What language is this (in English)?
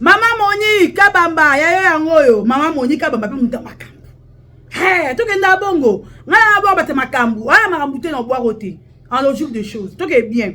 Lingala